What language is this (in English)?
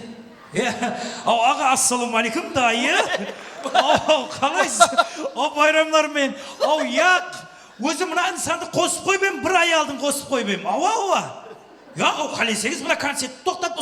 Kara-Kalpak